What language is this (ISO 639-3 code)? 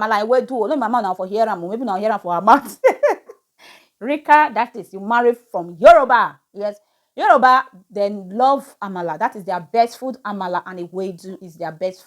pcm